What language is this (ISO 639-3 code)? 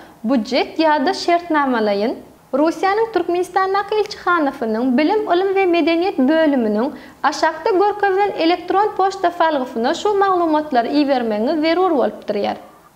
tuk